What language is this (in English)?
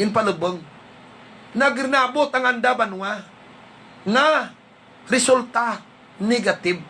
Hiligaynon